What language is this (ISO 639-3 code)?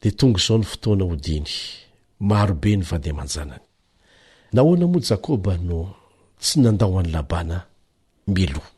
mlg